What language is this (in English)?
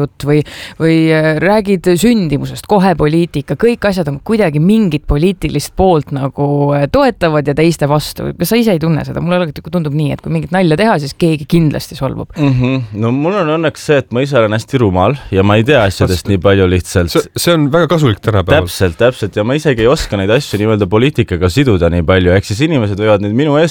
Estonian